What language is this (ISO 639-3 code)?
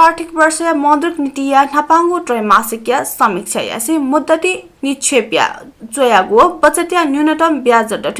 new